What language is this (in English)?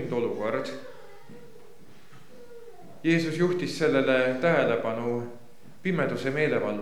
Estonian